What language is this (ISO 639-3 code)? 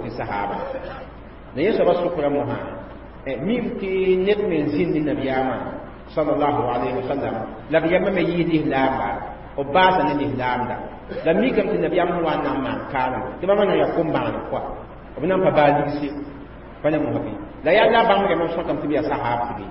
mos